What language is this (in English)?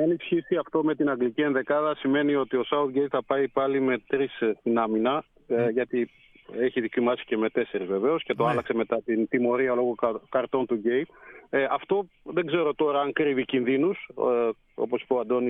Greek